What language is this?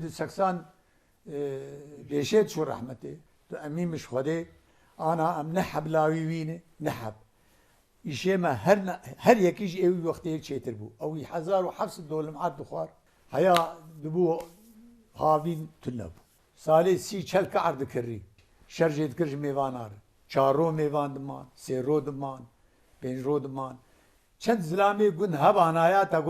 Kurdish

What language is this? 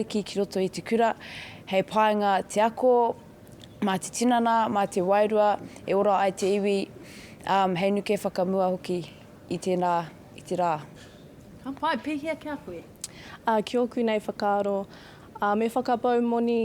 Māori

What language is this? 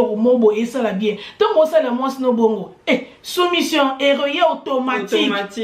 Lingala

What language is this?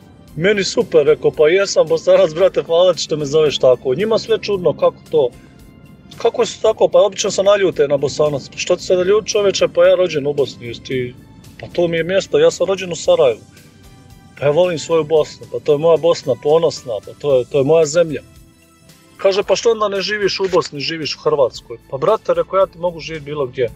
Croatian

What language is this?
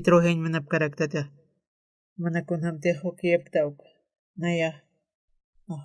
Aymara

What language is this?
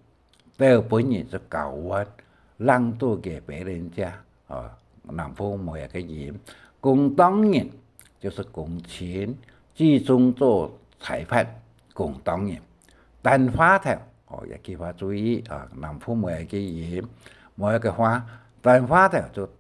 Hakka Chinese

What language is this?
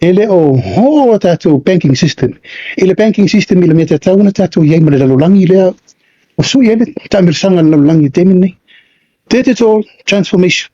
Samoan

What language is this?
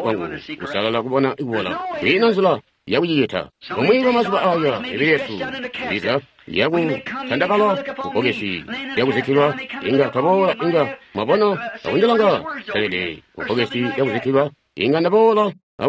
Tonga (Zambia)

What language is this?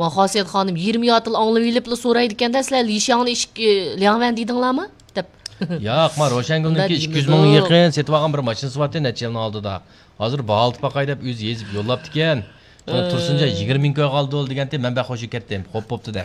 Uyghur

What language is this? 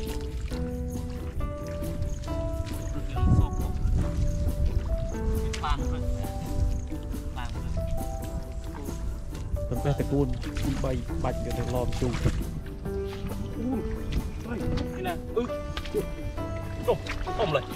Vietnamese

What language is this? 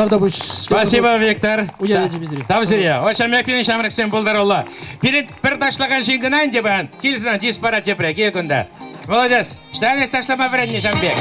Chuvash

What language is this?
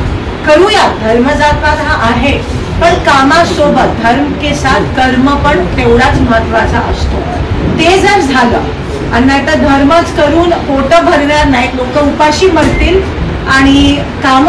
Marathi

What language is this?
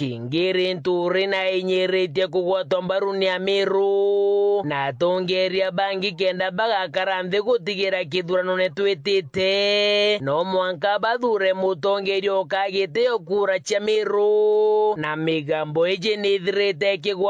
Meru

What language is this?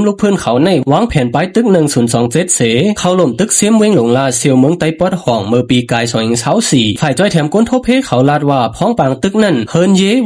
Shan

